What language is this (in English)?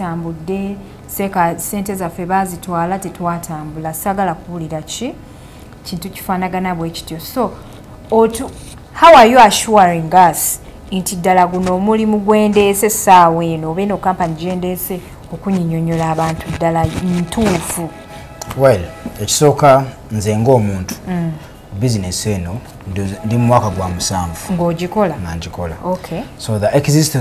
Ganda